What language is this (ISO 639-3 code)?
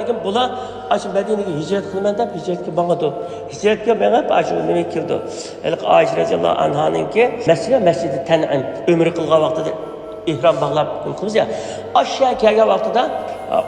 uig